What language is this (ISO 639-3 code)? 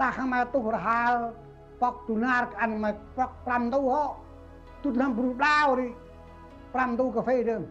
cmo